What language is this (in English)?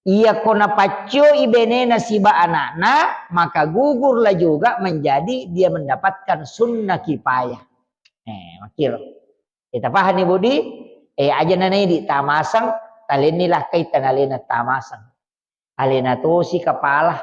Buginese